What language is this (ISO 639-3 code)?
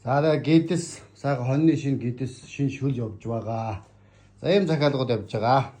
mon